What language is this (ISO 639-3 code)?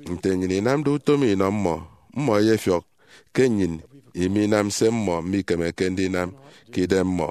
efi